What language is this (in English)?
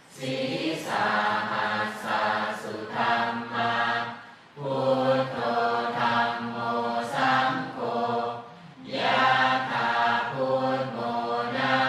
Pali